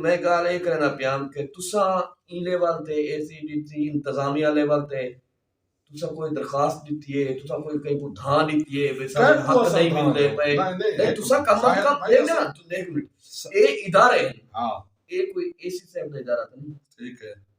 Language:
Saraiki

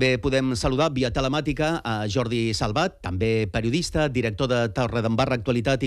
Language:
Catalan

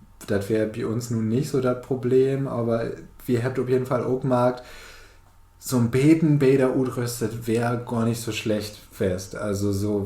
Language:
Low German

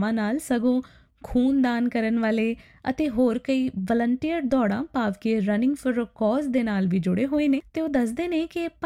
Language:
Punjabi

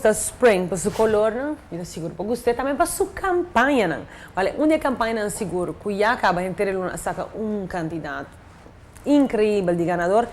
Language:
Papiamento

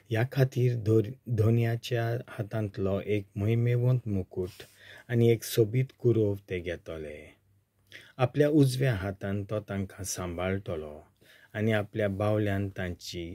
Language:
Konkani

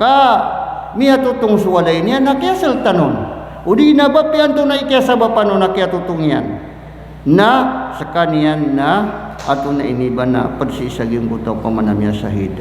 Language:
Maranao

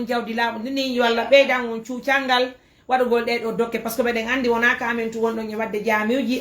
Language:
Fula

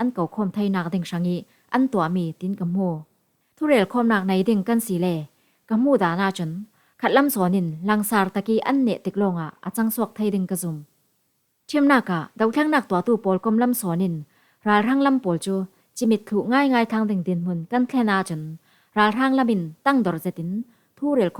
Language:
Falam Chin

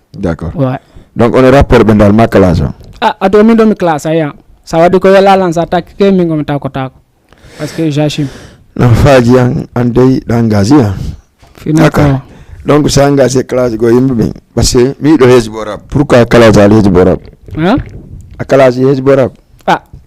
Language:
Fula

